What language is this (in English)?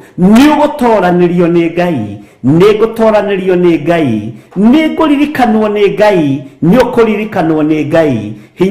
Kikuyu